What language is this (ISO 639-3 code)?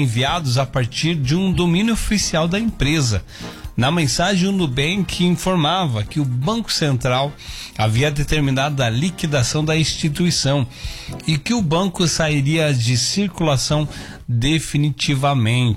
por